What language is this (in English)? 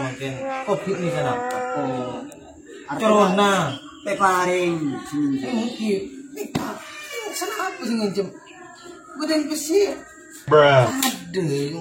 Madurese